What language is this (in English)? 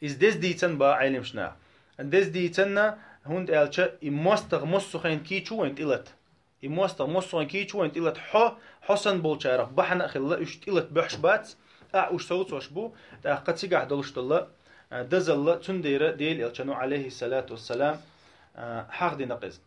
Chechen